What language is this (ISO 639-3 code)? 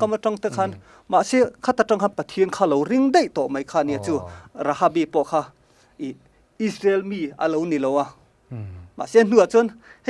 lus